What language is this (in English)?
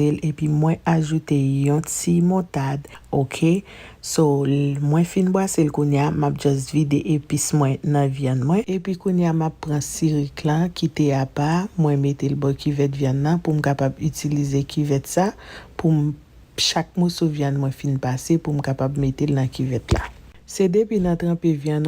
Haitian Creole